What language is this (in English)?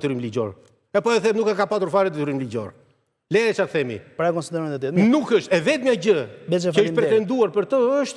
Albanian